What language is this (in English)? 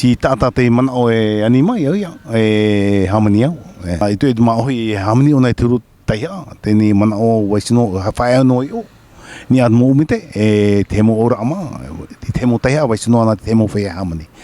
Tahitian